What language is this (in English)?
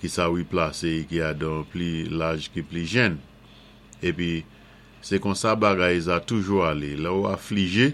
Saint Lucian Creole French